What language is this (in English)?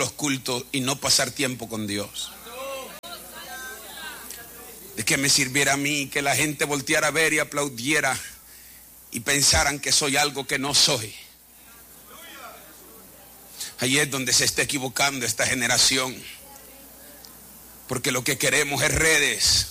Spanish